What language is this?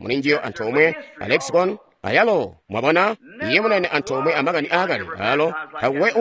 Tonga (Zambia)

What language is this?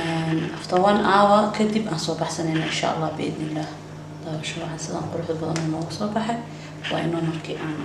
Somali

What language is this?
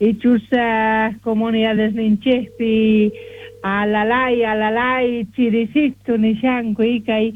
South Bolivian Quechua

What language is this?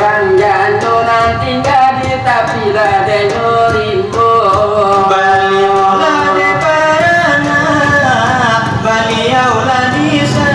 Minangkabau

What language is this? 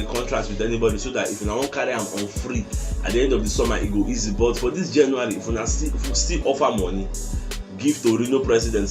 Nigerian Pidgin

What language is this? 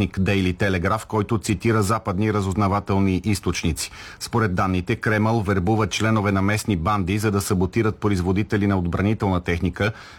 Bulgarian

